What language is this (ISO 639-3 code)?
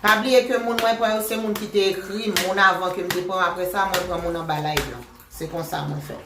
hat